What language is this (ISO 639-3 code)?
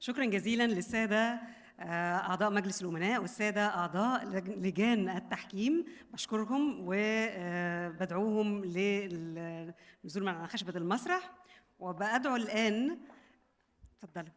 arz